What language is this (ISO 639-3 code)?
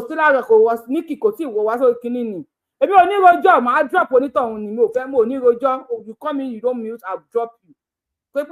yor